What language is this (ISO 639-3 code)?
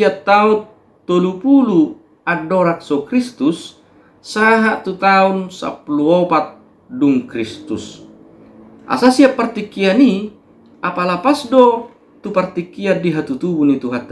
bbc